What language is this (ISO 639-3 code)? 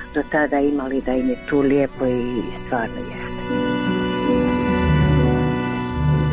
hrv